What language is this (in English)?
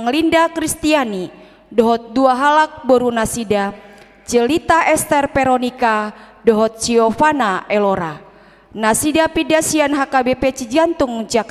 Batak Toba